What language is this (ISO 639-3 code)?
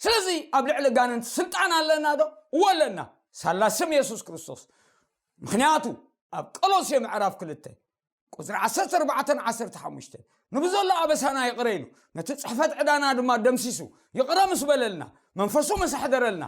tir